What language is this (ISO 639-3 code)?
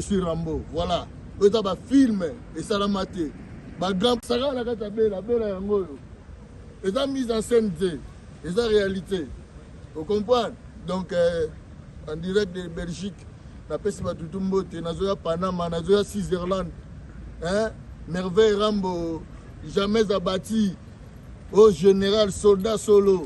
lin